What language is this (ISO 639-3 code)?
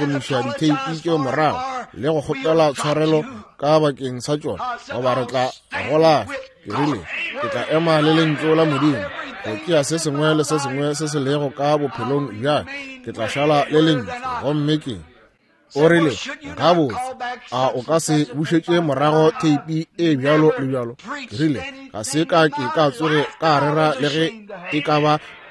nso